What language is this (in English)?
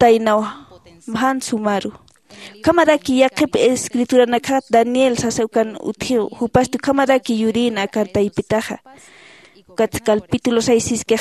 Aymara